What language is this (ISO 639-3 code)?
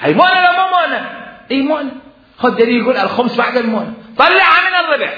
acm